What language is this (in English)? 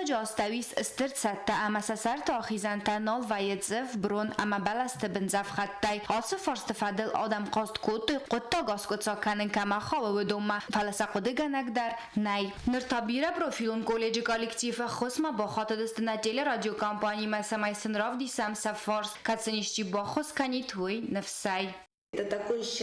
Ossetic